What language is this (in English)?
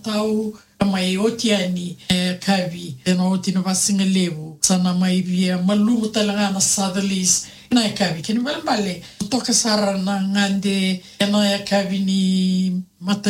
Fijian